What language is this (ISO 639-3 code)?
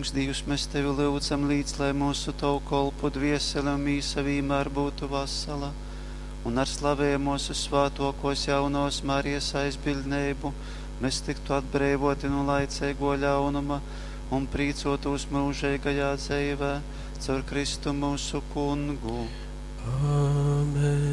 ltg